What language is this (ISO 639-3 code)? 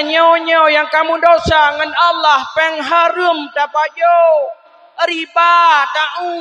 ace